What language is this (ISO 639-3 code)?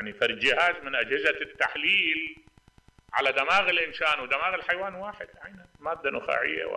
acm